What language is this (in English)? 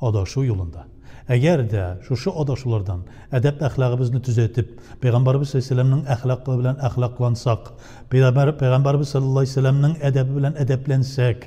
Tatar